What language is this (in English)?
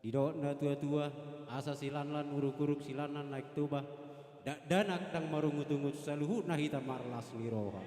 Batak Toba